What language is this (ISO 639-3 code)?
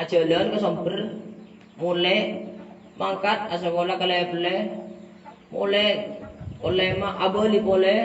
mad